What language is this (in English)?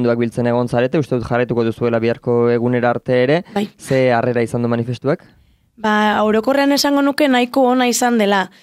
Basque